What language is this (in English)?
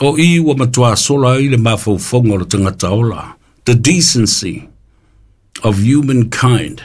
Samoan